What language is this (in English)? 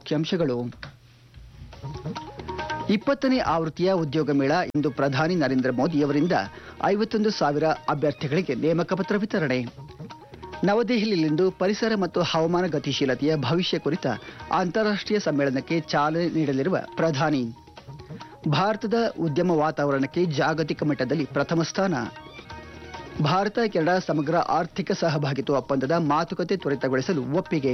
Kannada